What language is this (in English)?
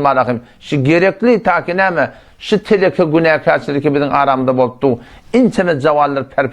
Turkmen